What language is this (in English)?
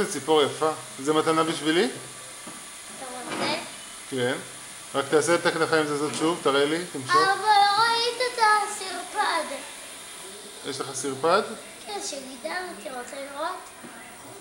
Hebrew